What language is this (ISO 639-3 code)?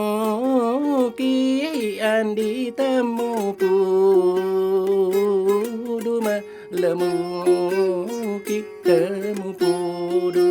bug